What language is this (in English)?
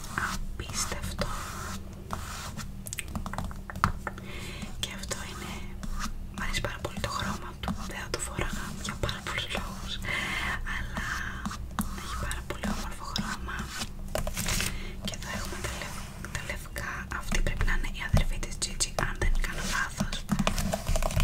Greek